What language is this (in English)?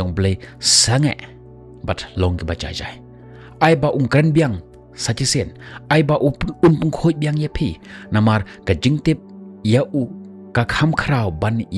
Khasi